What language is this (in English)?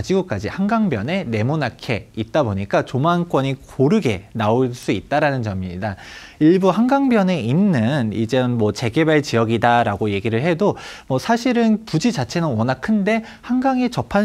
Korean